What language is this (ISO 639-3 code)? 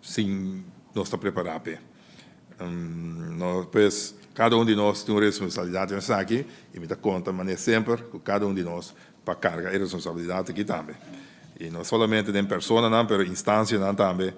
pap